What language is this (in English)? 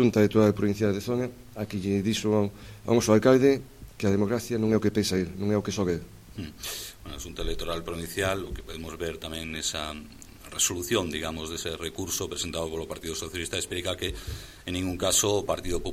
Galician